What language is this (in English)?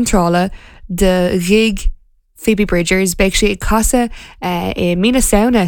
Irish